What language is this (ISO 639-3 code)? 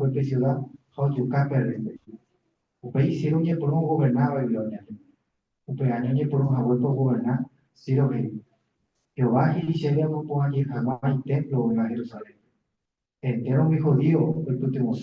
grn